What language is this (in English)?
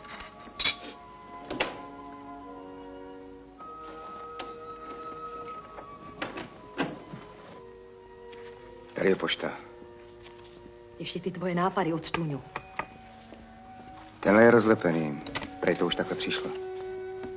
Czech